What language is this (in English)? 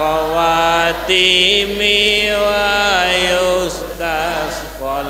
Madurese